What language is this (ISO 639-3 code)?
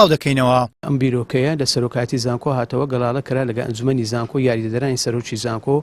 ckb